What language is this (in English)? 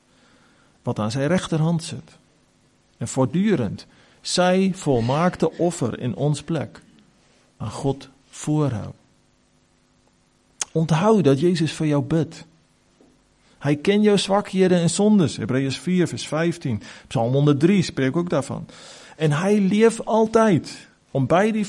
Afrikaans